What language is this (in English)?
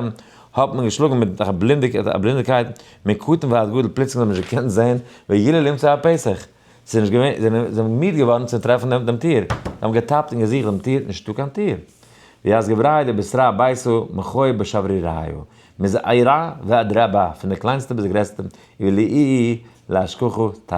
Yiddish